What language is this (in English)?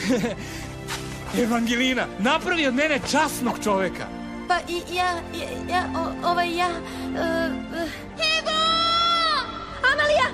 Serbian